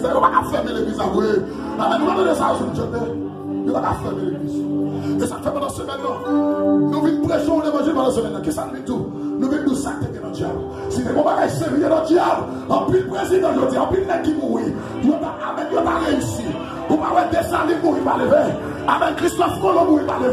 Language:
Haitian Creole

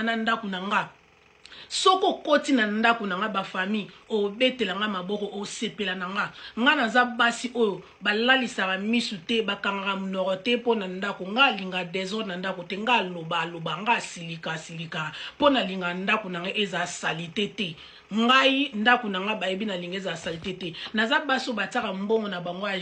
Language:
Lingala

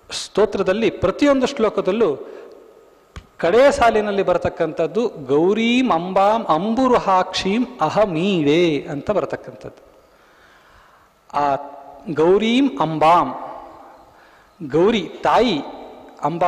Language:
Kannada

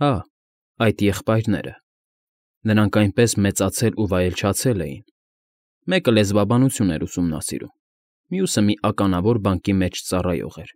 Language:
Armenian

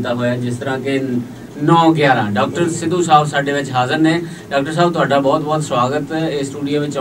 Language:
Punjabi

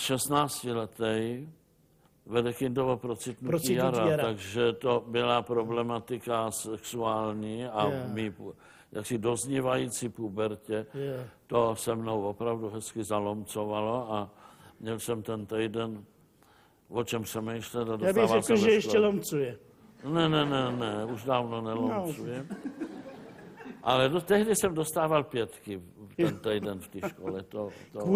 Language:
Czech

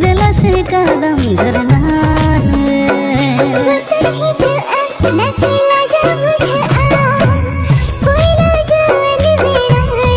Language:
Santali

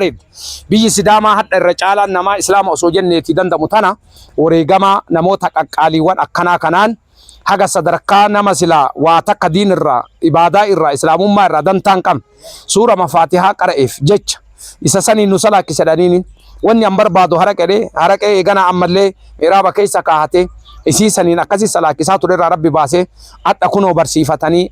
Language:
Oromo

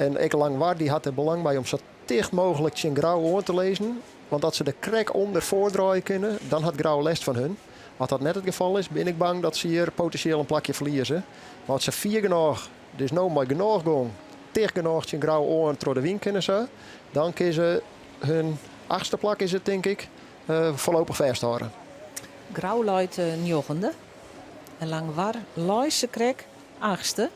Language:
Western Frisian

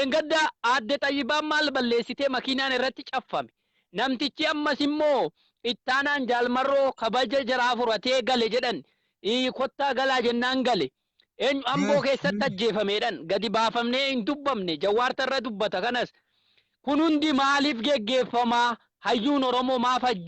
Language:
Oromo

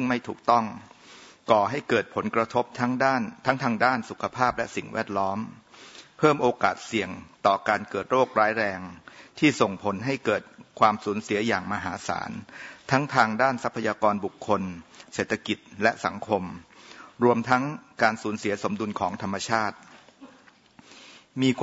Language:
Thai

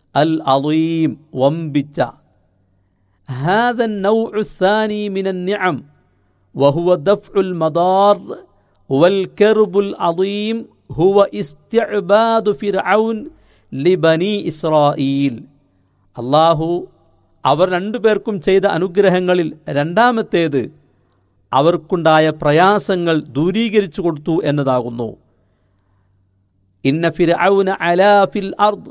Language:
Malayalam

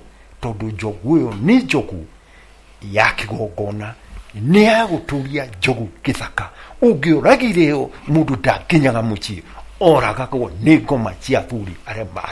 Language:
Kikuyu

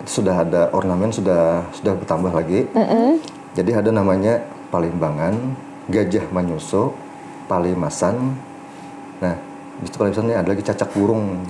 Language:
Banjar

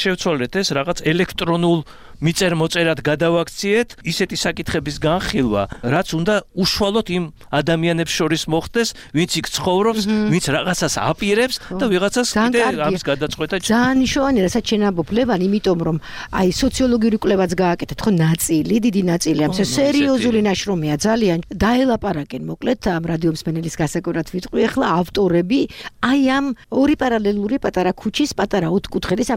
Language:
Georgian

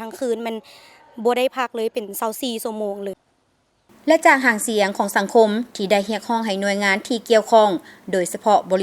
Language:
Lao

